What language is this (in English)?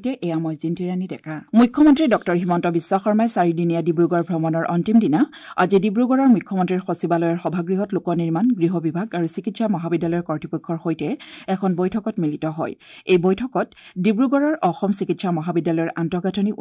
Assamese